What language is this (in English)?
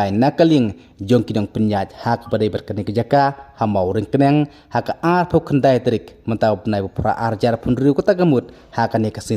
Khasi